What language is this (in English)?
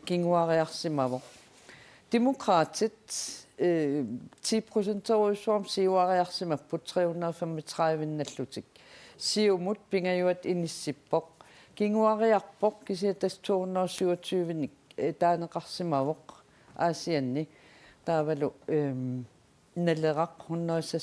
Kalaallisut